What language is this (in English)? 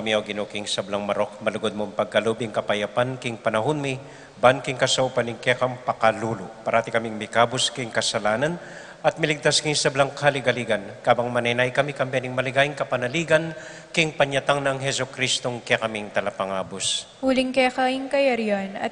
Pampanga